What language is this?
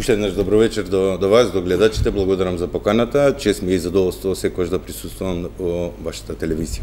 Macedonian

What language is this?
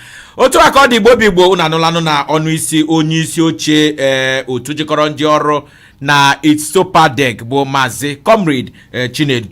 Igbo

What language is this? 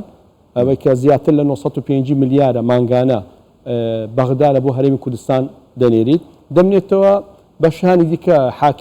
Central Kurdish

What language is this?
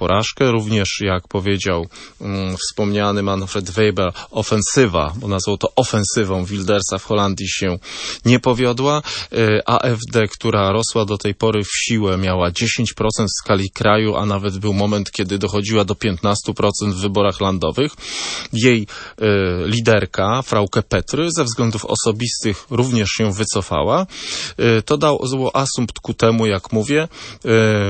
Polish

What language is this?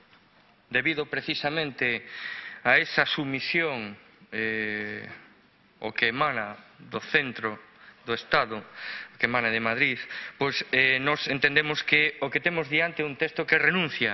Galician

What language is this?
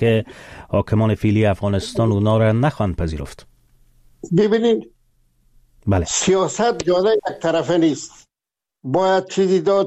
Persian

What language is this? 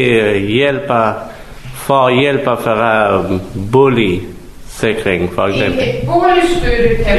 Danish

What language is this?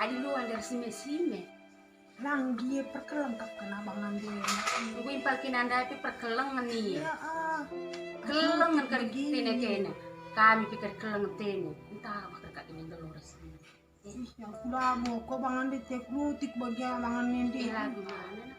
Batak Karo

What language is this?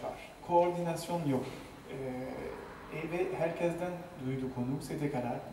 Turkish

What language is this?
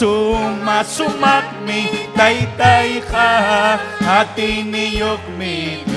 Ayacucho Quechua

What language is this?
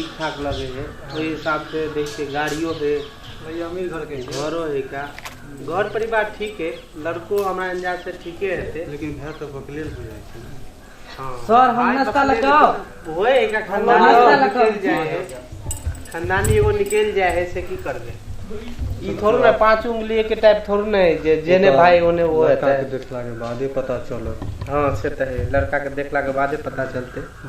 Maithili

